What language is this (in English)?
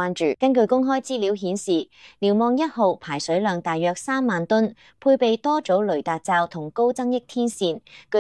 Cantonese